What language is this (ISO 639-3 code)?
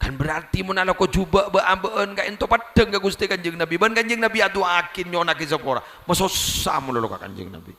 mad